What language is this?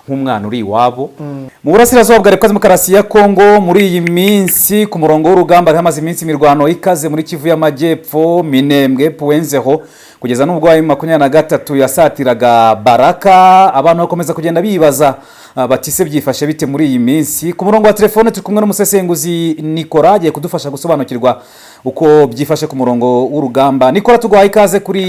Kinyarwanda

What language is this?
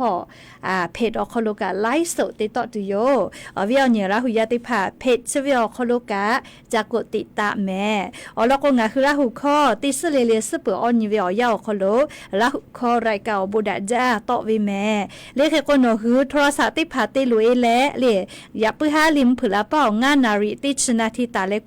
Lahu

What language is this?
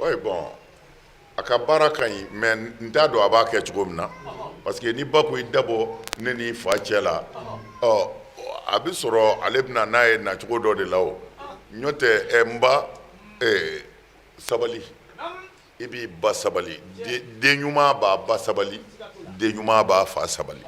Bambara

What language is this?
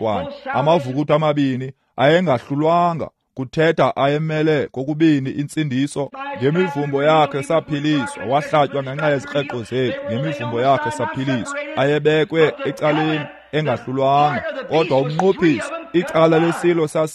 Xhosa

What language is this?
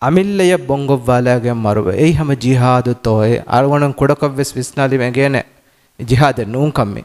Divehi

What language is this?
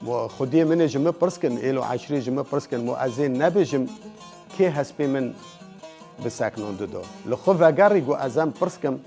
Kurdish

